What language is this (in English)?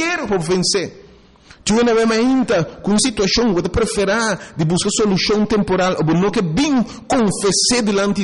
Papiamento